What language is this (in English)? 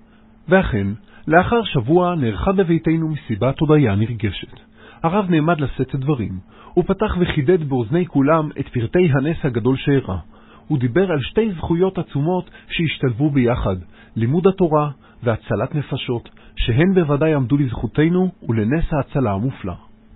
Hebrew